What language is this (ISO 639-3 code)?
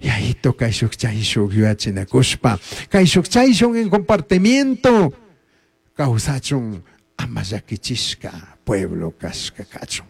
qug